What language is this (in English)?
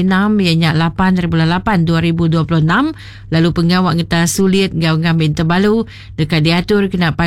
Iban